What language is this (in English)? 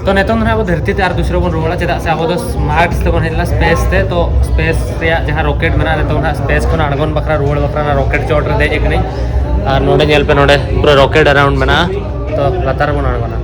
Santali